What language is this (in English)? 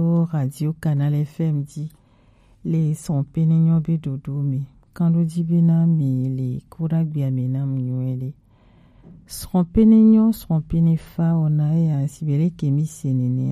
Gen